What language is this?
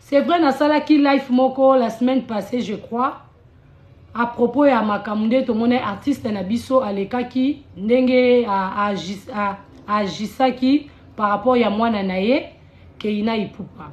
Lingala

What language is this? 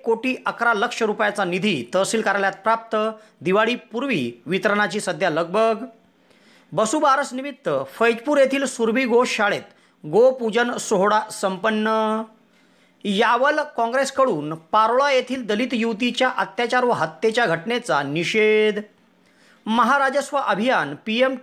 Marathi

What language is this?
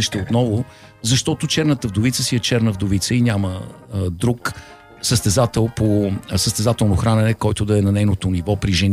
Bulgarian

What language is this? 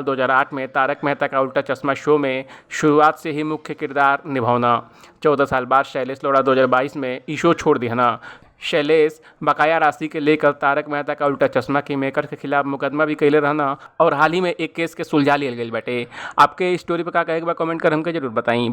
Bhojpuri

